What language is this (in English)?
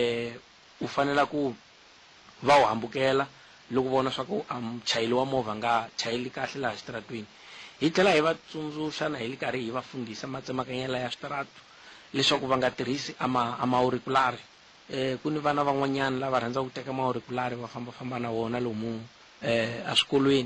Tsonga